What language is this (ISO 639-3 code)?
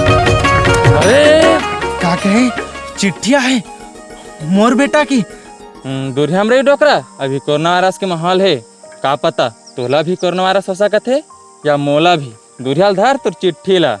hne